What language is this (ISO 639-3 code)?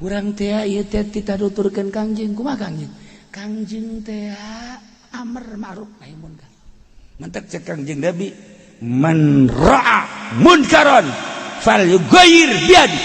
sun